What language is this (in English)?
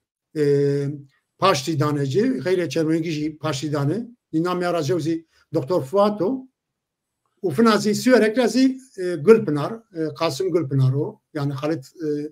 Zaza